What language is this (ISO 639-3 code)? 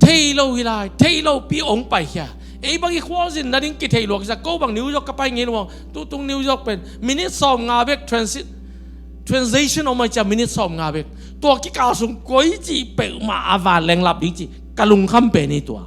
ctd